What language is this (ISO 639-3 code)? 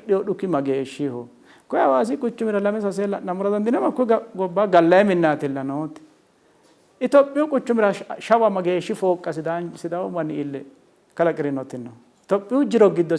sid